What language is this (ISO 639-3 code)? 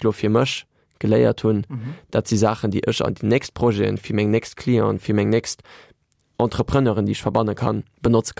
ltz